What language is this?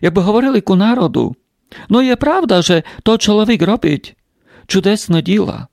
Rusyn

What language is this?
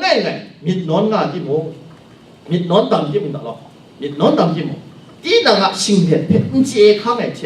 Kachin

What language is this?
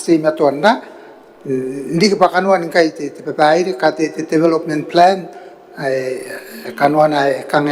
Gilbertese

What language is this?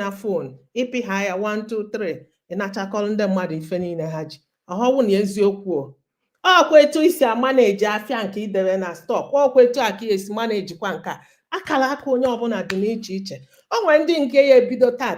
Igbo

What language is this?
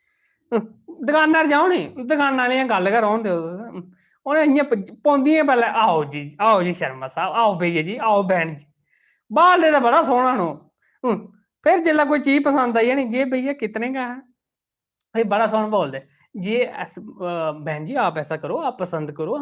Dogri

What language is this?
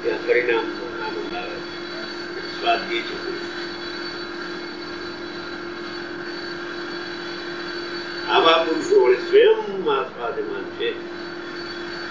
Gujarati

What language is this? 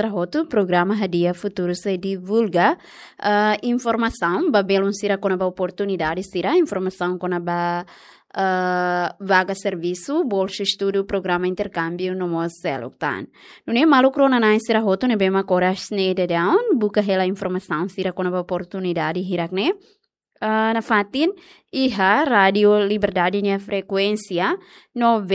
Tetum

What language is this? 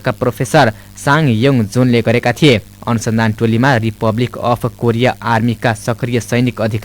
Nepali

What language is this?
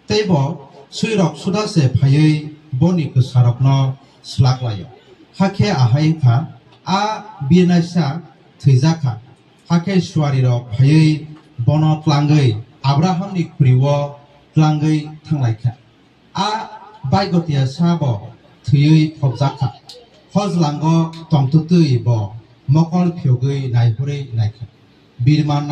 Kok Borok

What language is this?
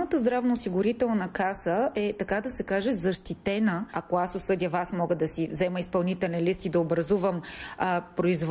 Bulgarian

